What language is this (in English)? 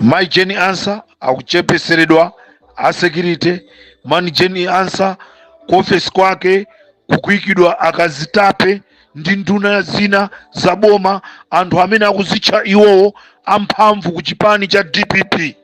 Nyanja